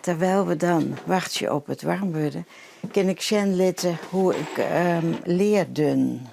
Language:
Western Frisian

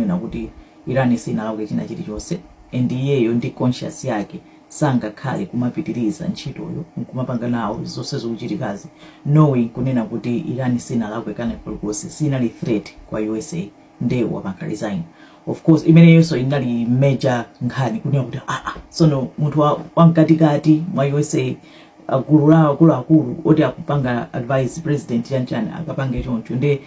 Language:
Nyanja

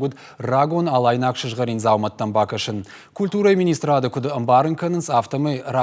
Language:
Ossetic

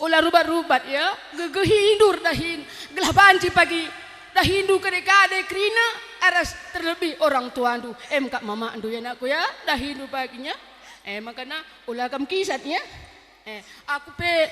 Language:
Batak Karo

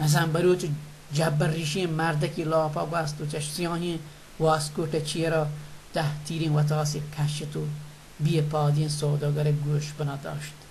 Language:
Baluchi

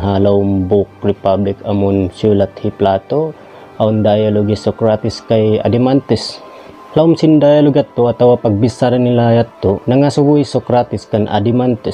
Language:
Tausug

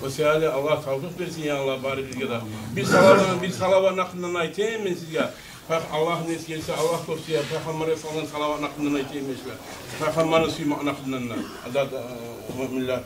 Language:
Kumyk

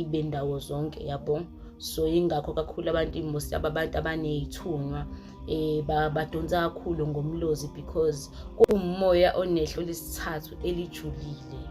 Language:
Zulu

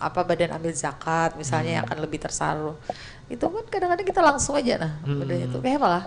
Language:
Banjar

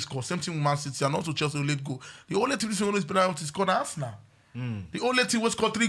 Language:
Nigerian Pidgin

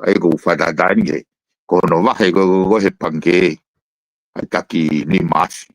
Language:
Tongan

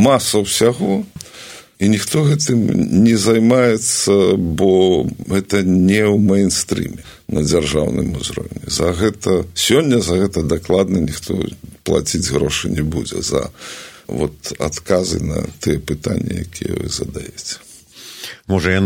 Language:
Belarusian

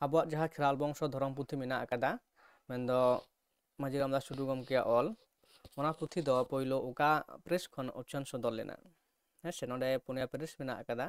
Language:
Santali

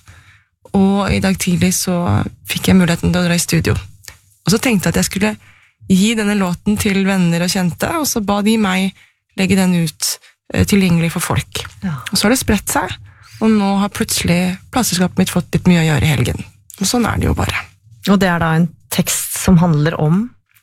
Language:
Norwegian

